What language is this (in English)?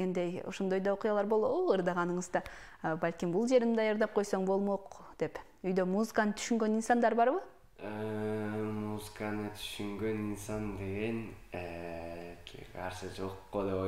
Kyrgyz